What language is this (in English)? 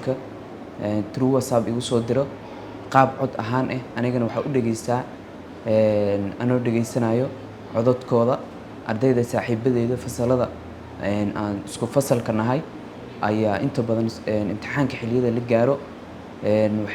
Somali